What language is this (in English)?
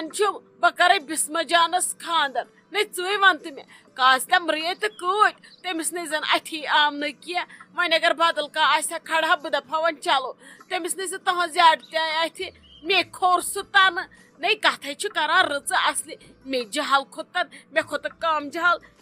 Kashmiri